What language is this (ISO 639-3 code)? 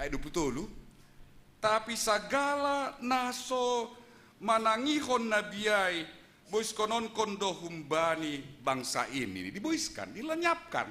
bts